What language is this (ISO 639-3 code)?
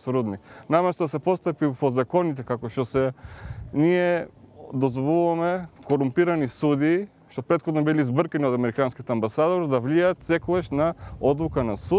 mkd